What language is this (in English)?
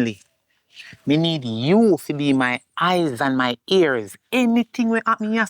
Jamaican Creole English